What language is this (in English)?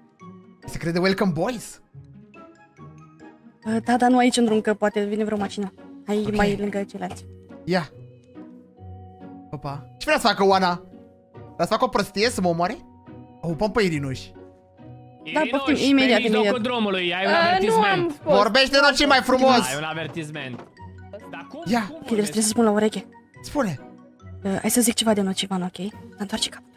Romanian